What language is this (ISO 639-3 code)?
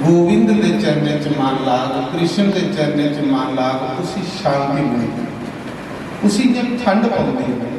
doi